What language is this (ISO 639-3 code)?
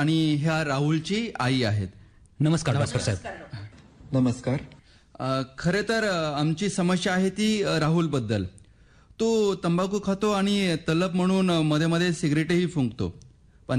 mar